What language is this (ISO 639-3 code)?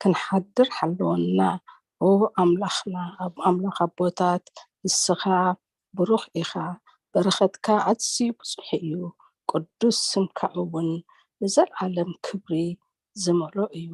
tir